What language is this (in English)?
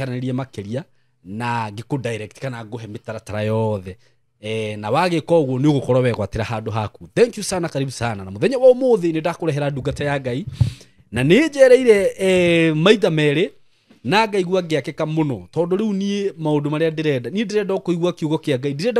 Kikuyu